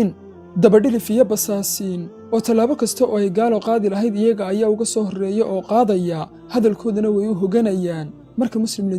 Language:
Somali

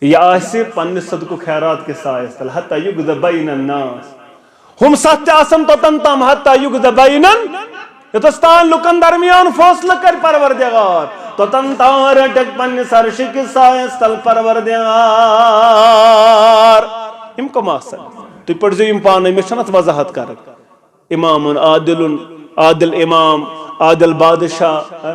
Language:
Kashmiri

